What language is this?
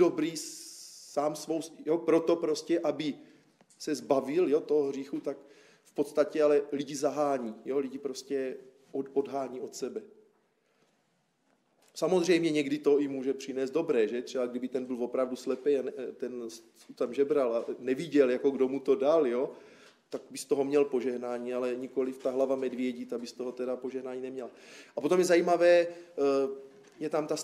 Czech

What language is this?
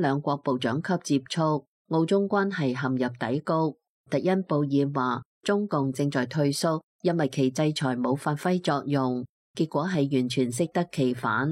Cantonese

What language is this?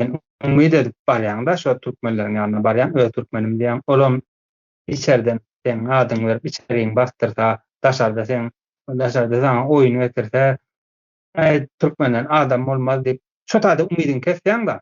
Turkmen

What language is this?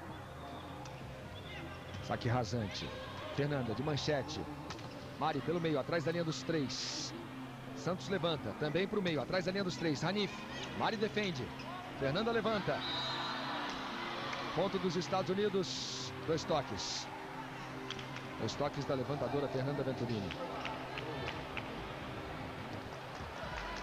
Portuguese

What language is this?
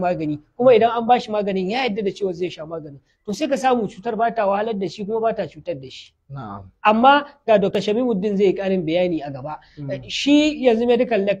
Hausa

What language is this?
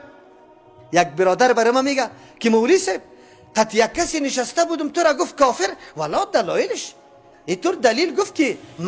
Persian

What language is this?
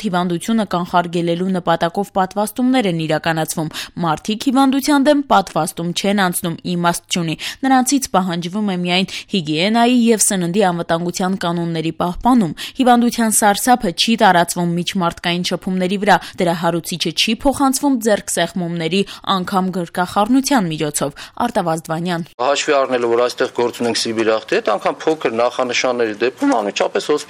Armenian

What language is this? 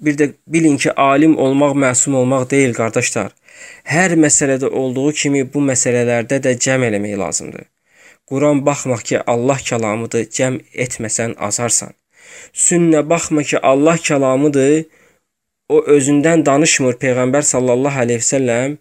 Azerbaijani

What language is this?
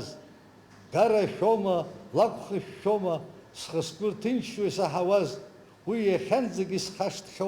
Abkhazian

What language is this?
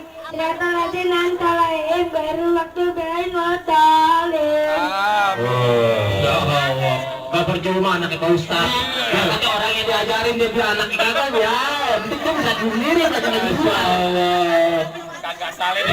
Betawi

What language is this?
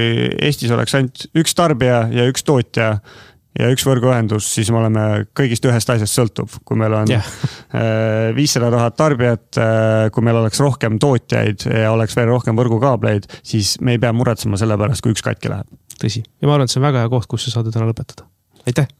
Estonian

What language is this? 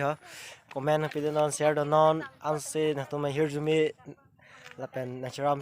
Karbi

